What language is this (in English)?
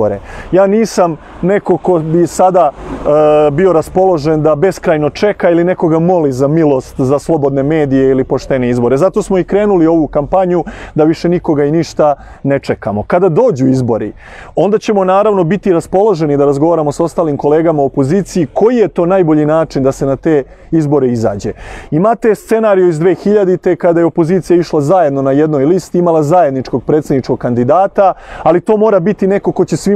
Serbian